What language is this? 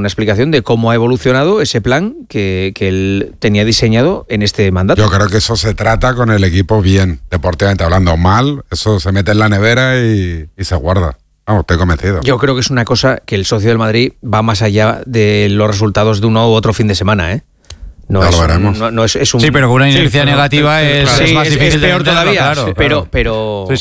Spanish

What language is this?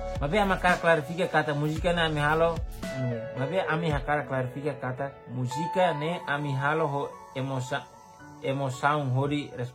Tetum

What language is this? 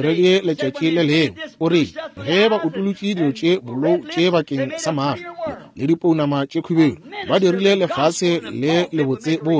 Northern Sotho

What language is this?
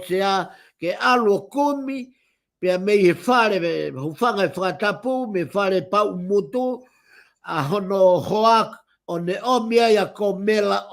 Tongan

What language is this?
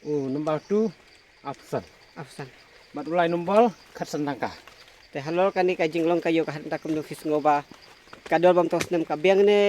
Khasi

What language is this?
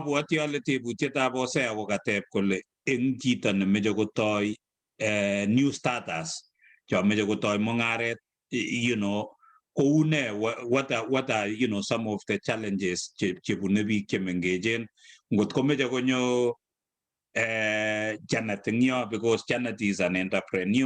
Kalenjin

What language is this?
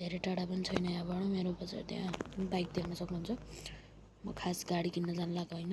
Nepali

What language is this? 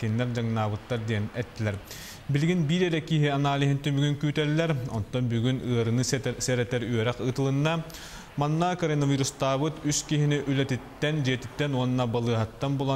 Yakut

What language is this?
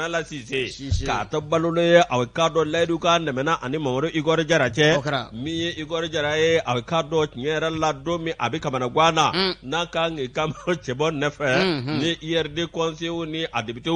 Bambara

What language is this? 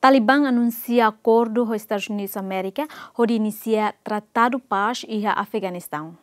Tetum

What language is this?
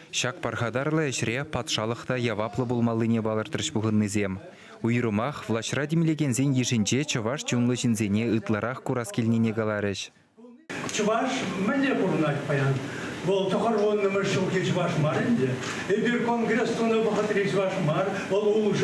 Chuvash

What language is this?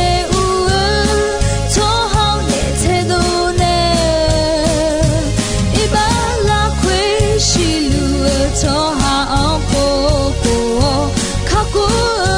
Akha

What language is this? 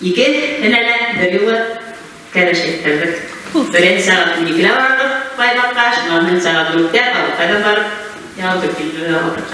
Bashkir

